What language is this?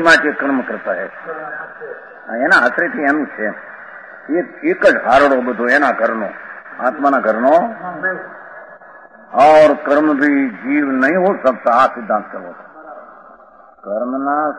Gujarati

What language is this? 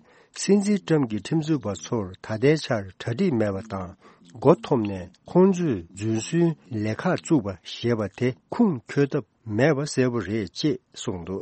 Tibetan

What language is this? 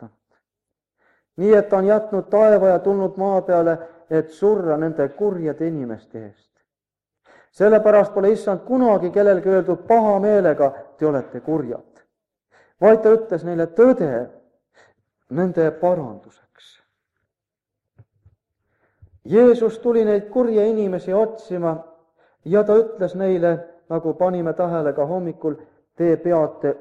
Estonian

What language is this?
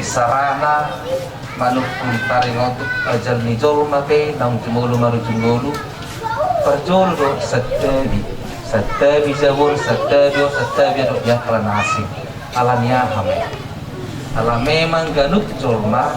Batak Toba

